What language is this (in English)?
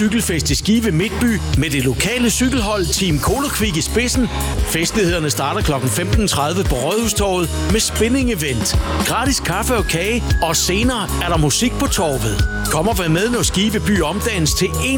Danish